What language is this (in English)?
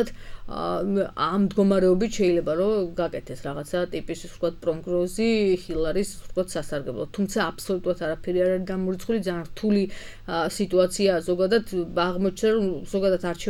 Georgian